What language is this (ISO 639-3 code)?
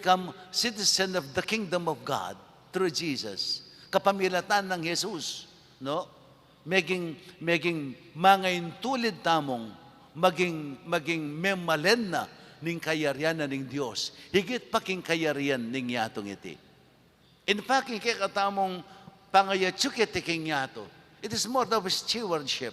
pam